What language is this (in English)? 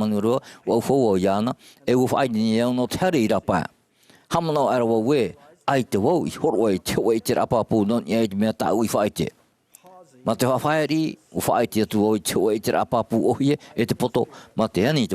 Tahitian